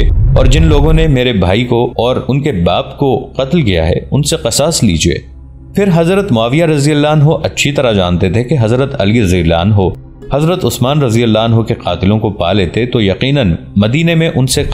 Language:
Urdu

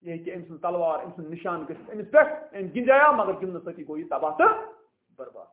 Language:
Kashmiri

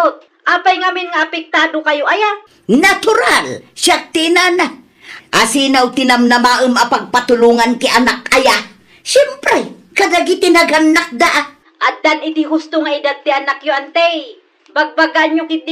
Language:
Iloko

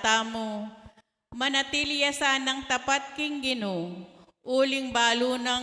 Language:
Pampanga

